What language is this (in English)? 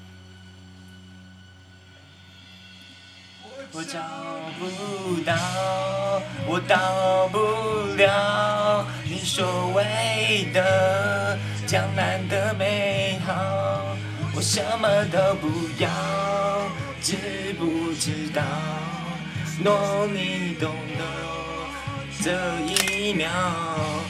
Chinese